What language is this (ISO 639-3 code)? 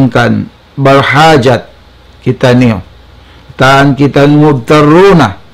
tsg